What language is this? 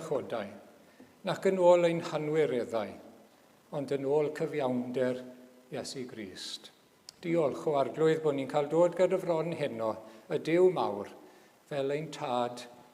Welsh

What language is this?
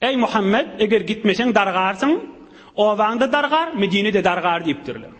Turkmen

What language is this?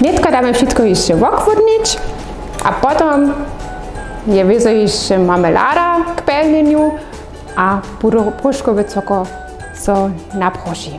Upper Sorbian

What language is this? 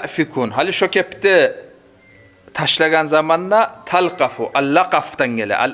Kumyk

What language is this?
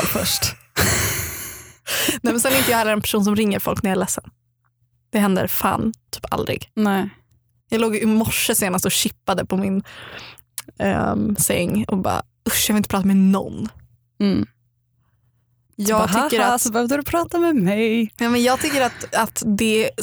Swedish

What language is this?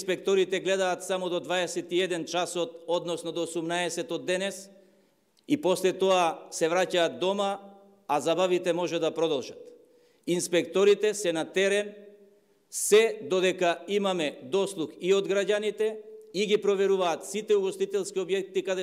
Macedonian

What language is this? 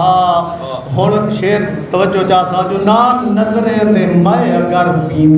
Saraiki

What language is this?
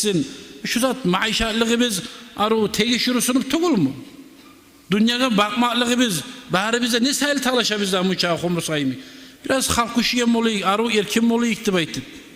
Kumyk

